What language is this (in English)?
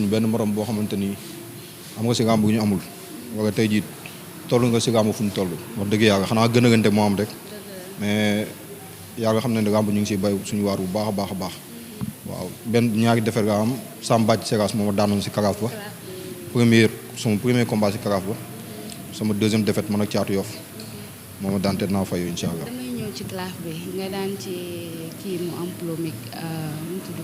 Wolof